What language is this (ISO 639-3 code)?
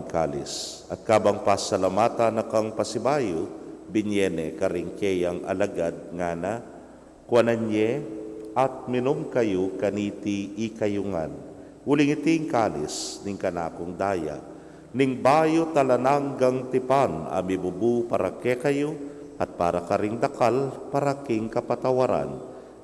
pam